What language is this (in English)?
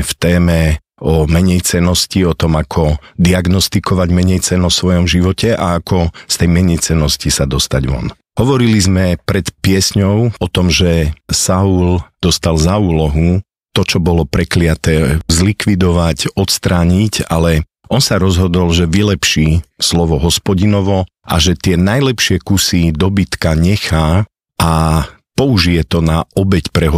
Slovak